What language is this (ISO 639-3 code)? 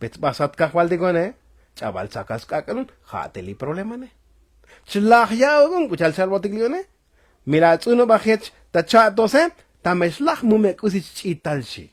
tzo